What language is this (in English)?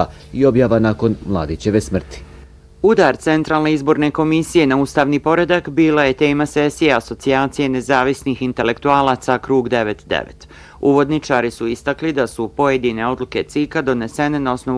Bosnian